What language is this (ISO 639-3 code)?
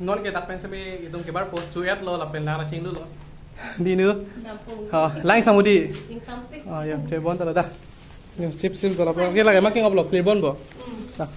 mjw